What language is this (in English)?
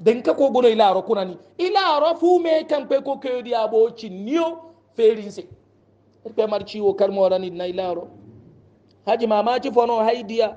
Hausa